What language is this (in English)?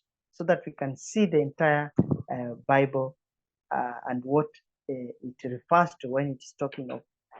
English